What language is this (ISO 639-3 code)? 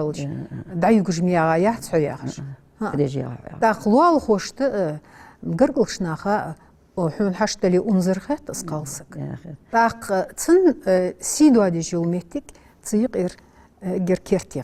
inh